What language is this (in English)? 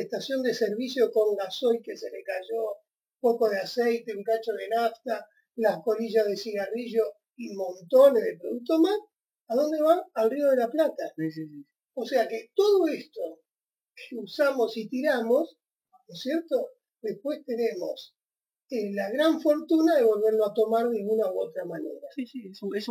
Spanish